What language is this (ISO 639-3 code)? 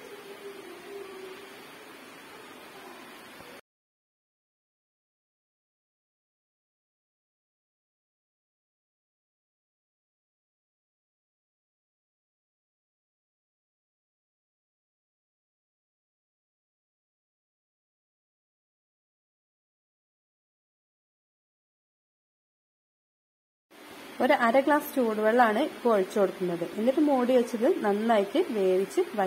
mal